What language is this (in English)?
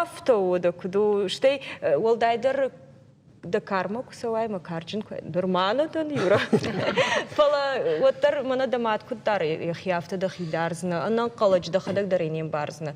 Ossetic